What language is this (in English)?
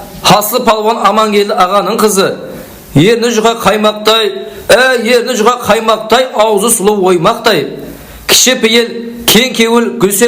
Kara-Kalpak